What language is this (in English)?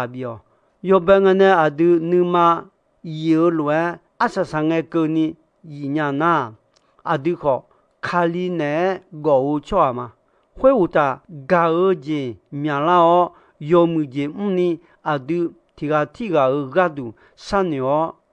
Akha